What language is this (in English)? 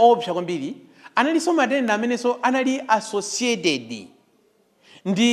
Nyanja